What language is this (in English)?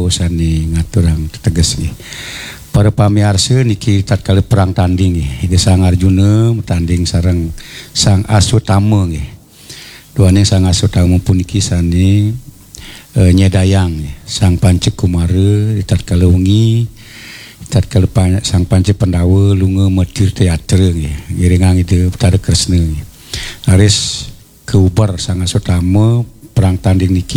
Balinese